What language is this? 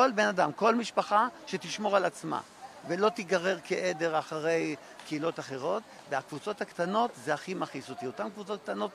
Hebrew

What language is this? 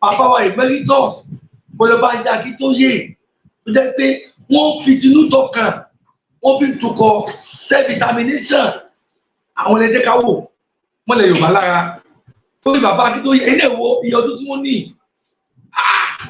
Yoruba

